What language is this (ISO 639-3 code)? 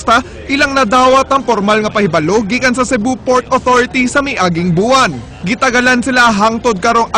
ceb